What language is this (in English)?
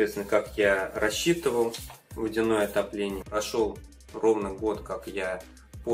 Russian